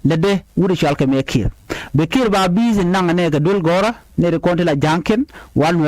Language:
Nuer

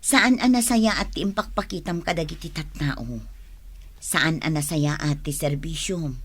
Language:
Iloko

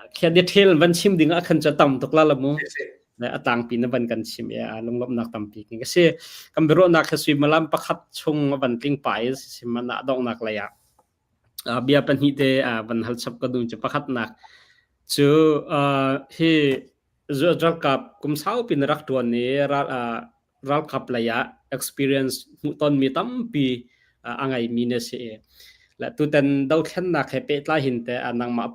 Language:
Hakha Chin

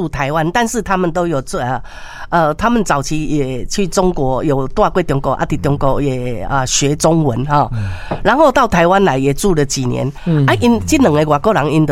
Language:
Min Nan Chinese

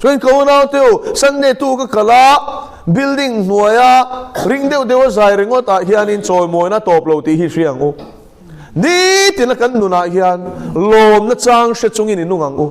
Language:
Mizo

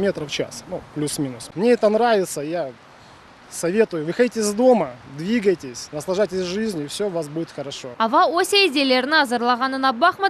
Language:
Crimean Tatar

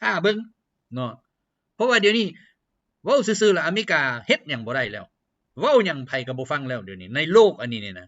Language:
Lao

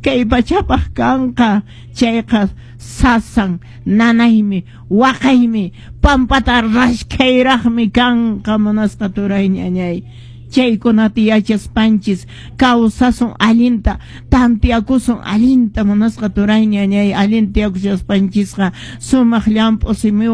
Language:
Quechua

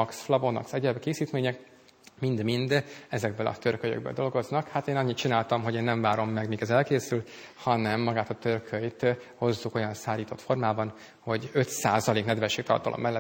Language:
Hungarian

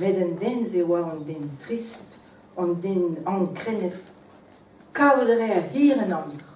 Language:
Breton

